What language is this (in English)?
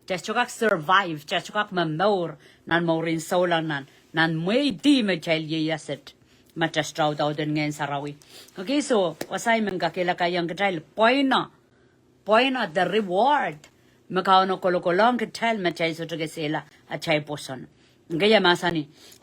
Pohnpeian